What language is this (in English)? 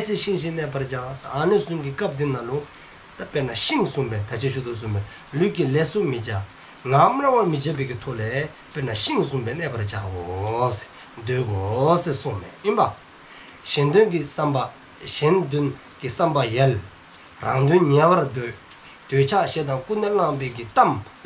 Dzongkha